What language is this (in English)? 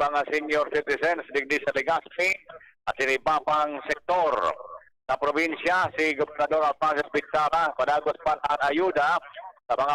Bikol